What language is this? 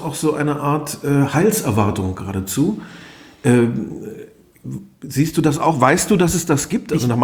German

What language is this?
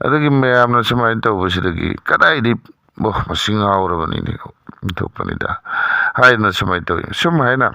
Manipuri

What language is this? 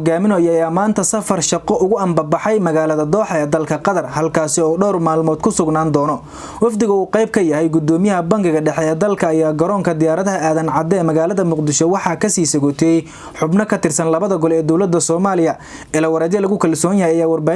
Somali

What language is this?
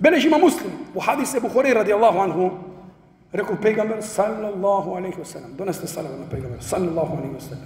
Macedonian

